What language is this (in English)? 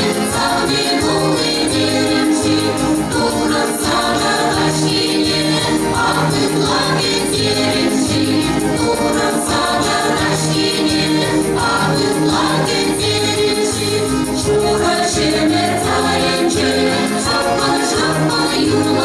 Chuvash